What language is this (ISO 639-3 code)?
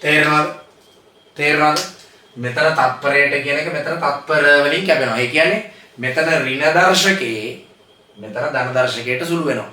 sin